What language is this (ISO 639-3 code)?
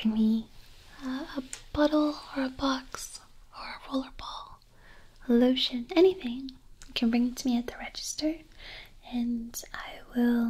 eng